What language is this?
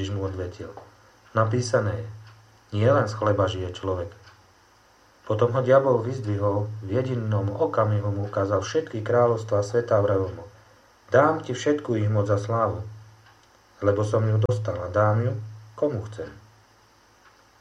Slovak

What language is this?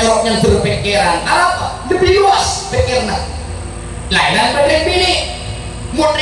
Madurese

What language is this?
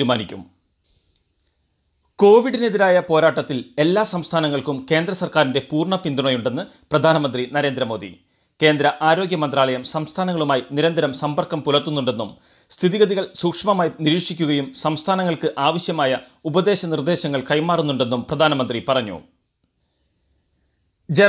Malayalam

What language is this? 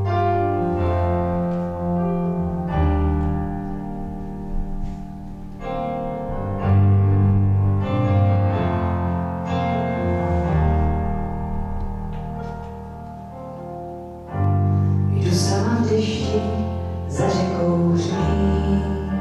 Czech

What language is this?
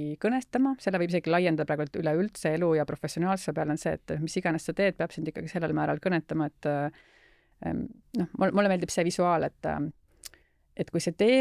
Estonian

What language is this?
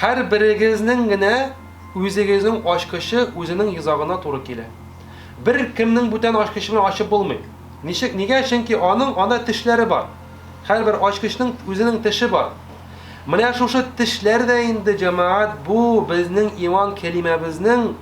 Tatar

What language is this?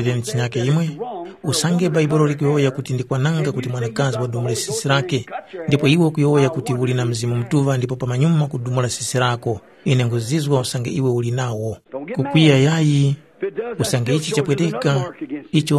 Tumbuka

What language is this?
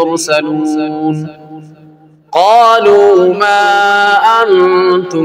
Arabic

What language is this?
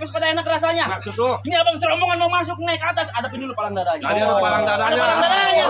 Betawi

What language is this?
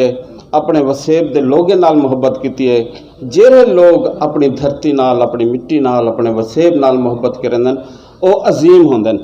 Saraiki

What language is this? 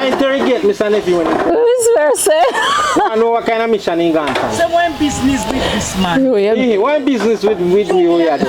Jamaican Creole English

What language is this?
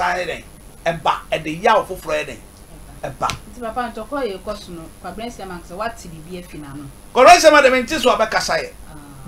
Akan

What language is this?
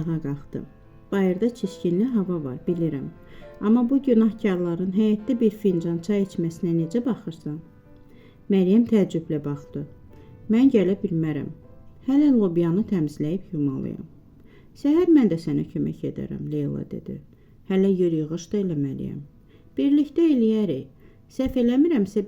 Azerbaijani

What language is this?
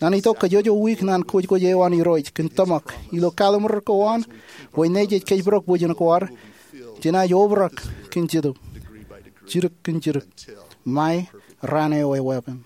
Marshallese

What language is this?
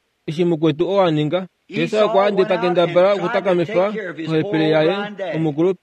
Kuanyama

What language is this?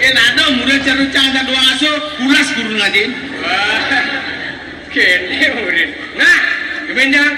Balinese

